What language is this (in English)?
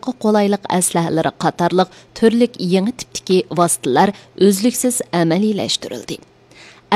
Uyghur